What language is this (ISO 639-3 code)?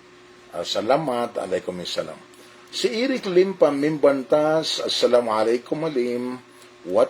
mrw